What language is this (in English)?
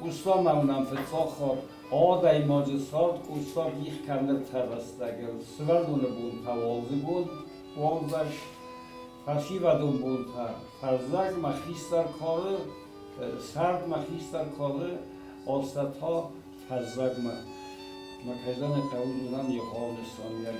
Ossetic